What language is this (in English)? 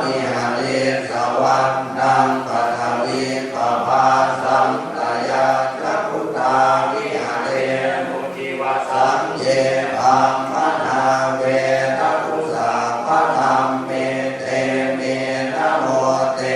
Pali